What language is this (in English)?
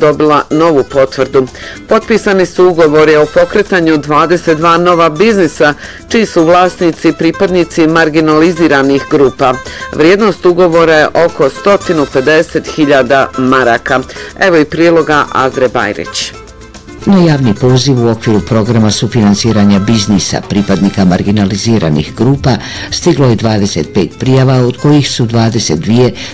Bosnian